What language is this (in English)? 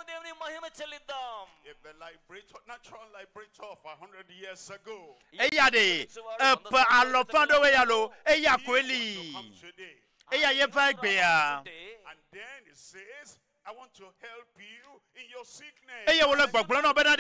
Ewe